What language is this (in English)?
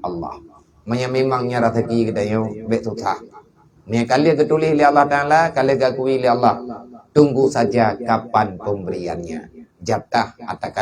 Achinese